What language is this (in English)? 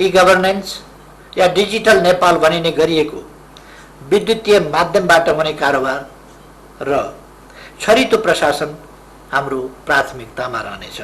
Nepali